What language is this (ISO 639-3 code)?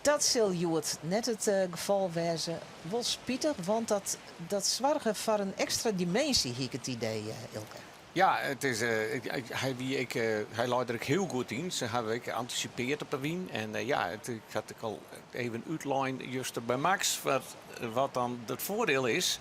fry